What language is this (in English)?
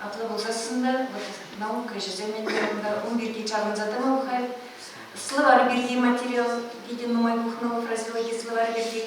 Chuvash